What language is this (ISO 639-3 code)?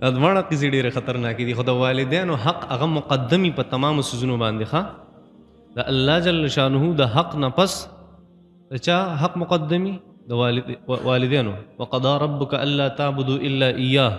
pus